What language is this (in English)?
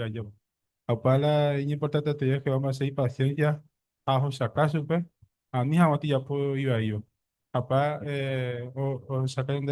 Guarani